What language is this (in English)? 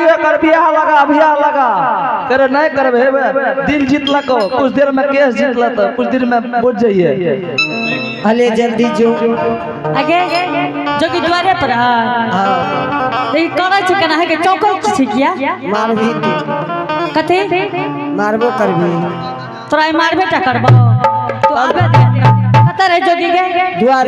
Angika